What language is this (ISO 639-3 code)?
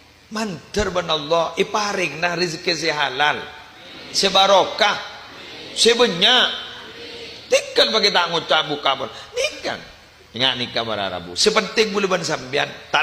mad